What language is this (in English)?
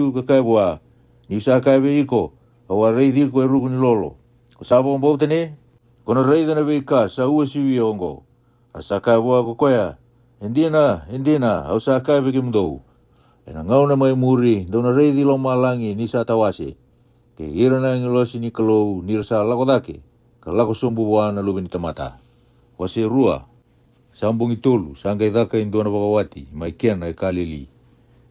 Fijian